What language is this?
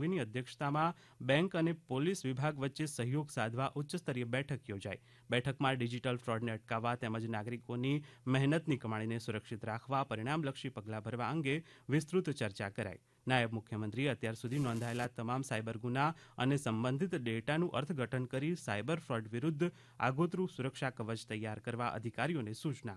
Gujarati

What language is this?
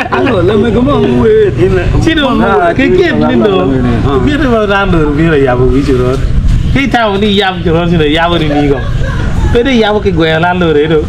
Acoli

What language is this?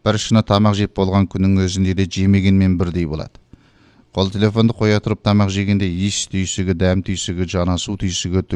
Kazakh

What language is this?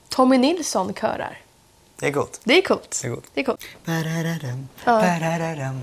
Swedish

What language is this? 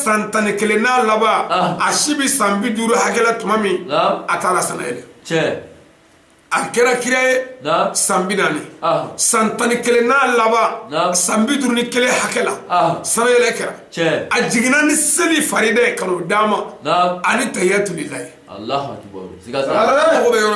Bambara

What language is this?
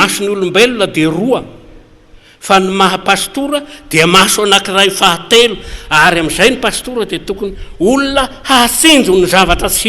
Malagasy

